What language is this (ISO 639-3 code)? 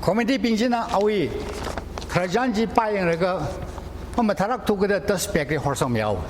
nmf